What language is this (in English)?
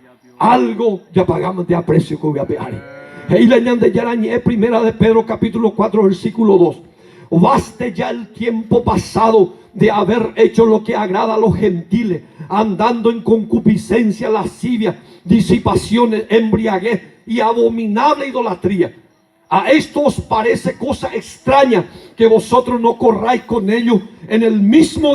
Guarani